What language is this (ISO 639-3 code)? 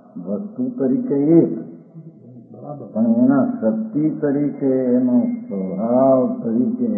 guj